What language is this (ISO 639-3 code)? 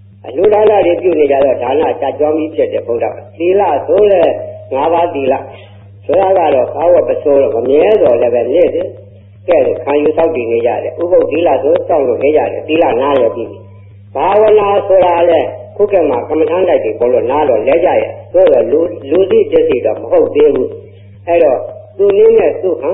mya